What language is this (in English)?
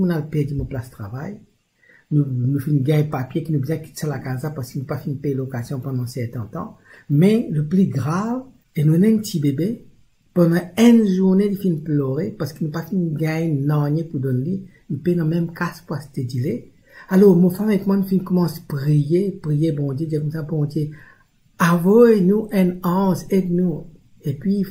Morisyen